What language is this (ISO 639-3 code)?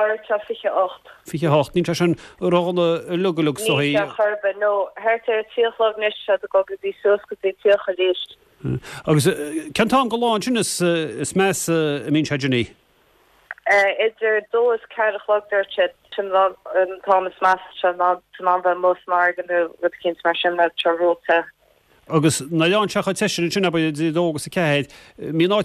gle